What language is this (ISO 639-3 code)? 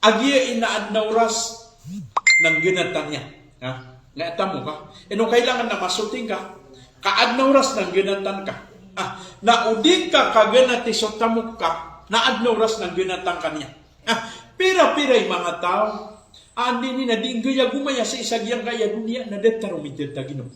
mrw